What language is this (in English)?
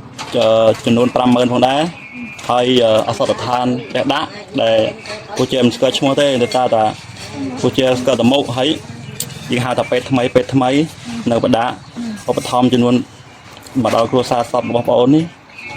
Khmer